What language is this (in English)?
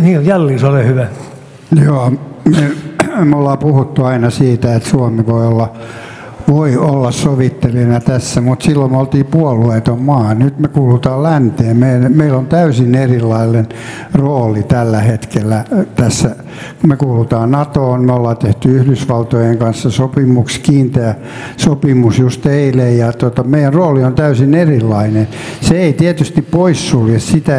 Finnish